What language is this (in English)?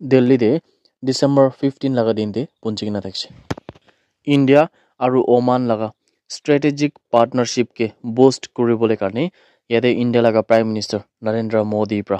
Naga Pidgin